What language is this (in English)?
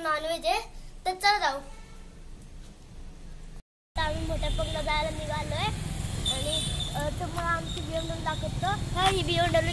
Marathi